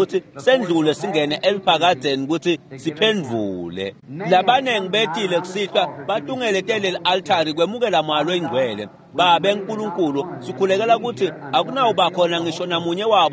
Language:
Swati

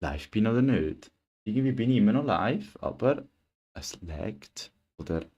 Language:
Swiss German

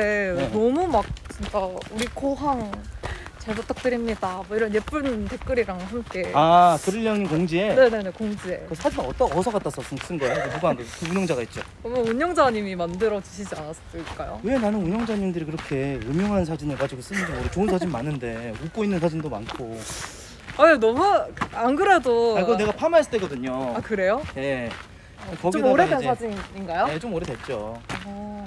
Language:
Korean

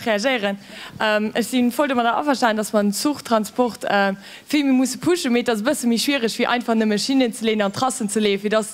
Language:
Luxembourgish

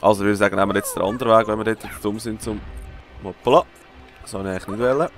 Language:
Swiss German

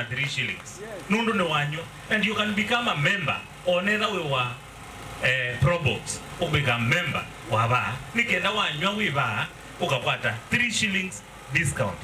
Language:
Kamba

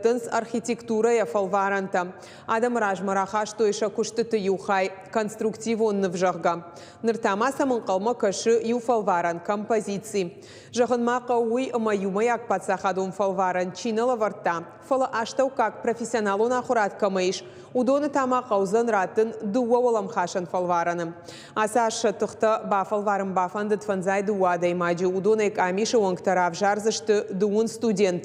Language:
Ossetic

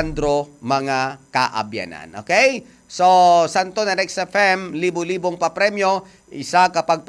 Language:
Hiligaynon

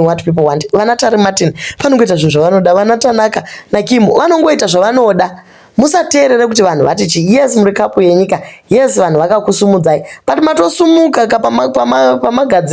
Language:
Shona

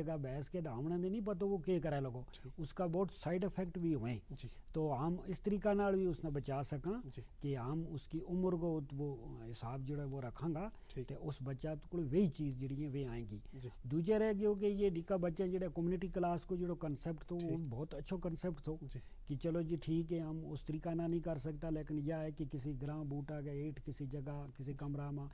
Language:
Gujari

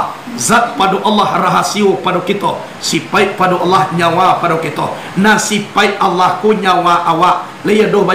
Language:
Minangkabau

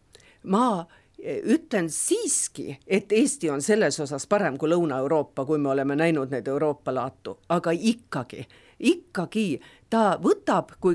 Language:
Estonian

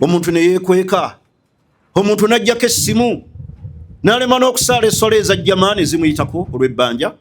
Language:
Ganda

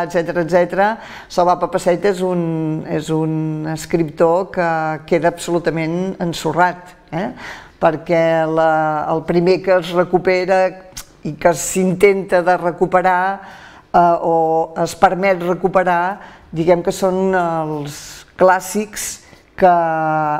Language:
Catalan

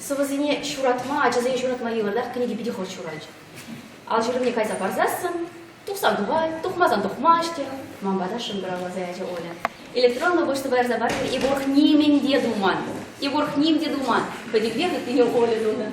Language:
Chuvash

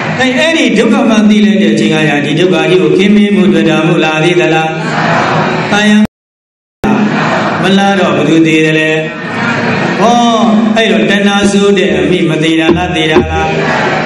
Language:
Burmese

